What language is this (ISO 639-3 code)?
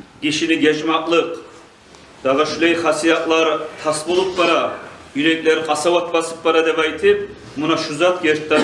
kum